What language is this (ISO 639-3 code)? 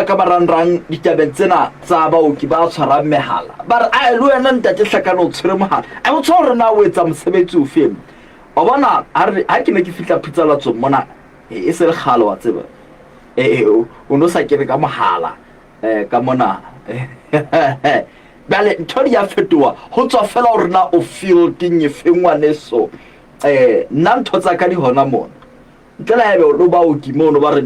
sot